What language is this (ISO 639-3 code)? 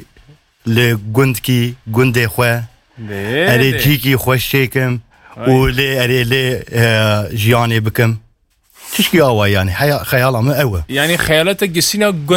kur